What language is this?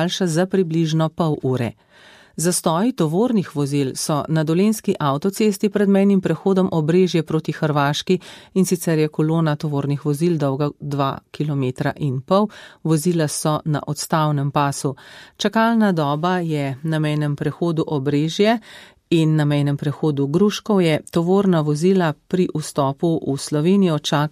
Slovenian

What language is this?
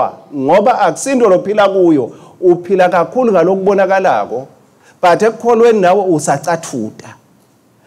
Swati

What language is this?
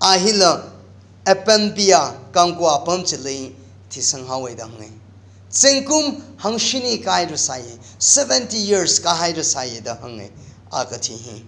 Tangkhul Naga (India)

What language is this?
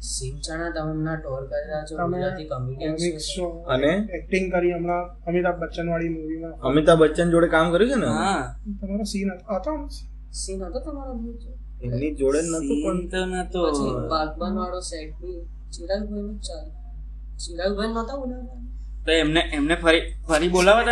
Gujarati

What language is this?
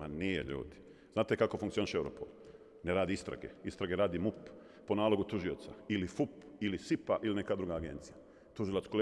Bosnian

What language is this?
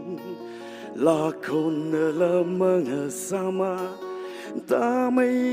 Tangkhul Naga (India)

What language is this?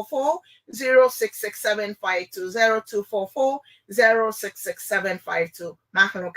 Ewe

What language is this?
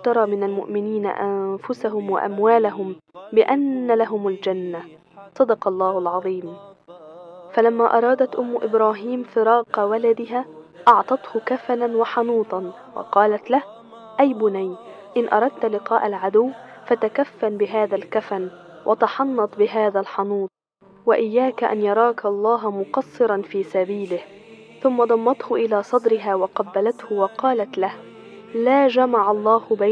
Arabic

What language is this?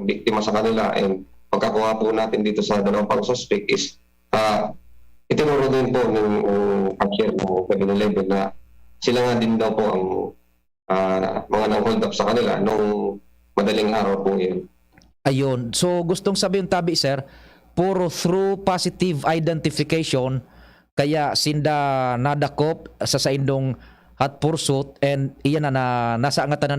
Bikol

